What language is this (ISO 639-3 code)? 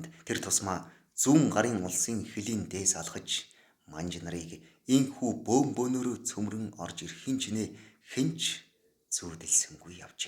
mon